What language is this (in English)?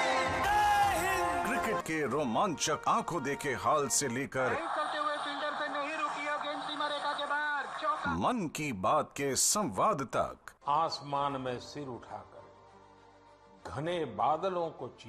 Hindi